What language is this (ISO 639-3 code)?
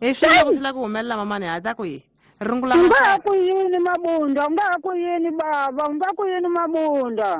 tso